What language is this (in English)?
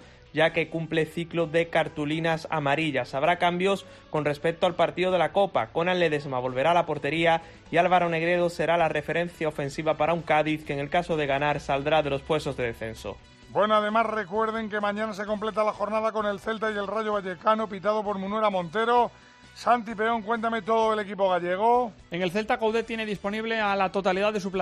Spanish